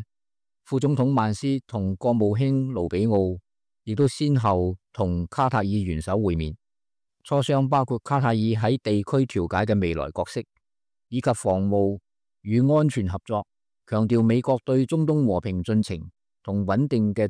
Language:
Cantonese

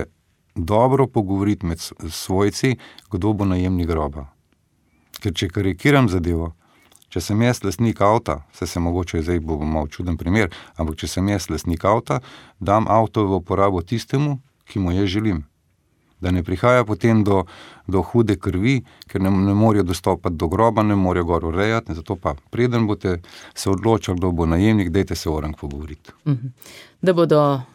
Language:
Slovenian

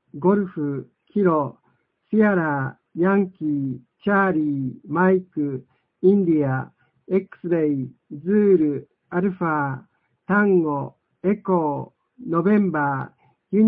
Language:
Japanese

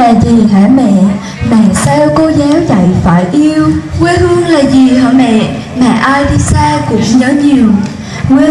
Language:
Vietnamese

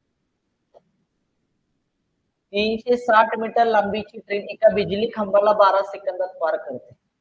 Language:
Marathi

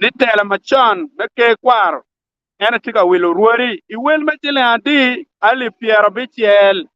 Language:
Acoli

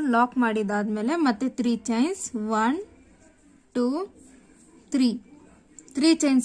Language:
Kannada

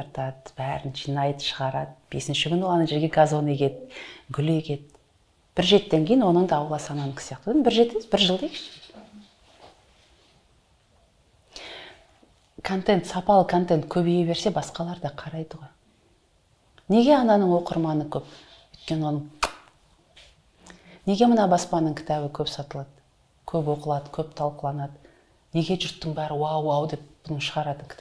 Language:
Kazakh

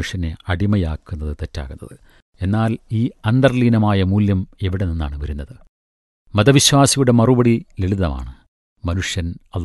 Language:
Malayalam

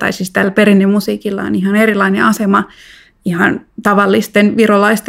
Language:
Finnish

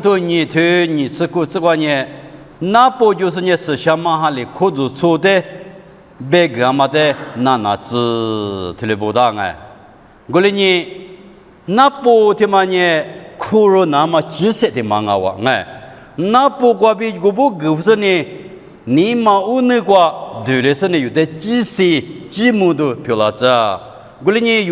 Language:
Lisu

